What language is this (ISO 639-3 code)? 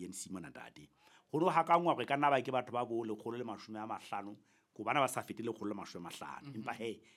sot